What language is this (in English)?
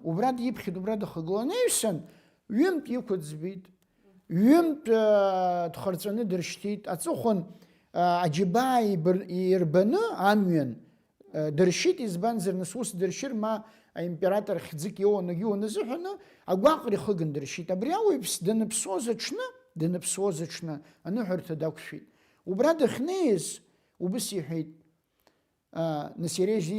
Abkhazian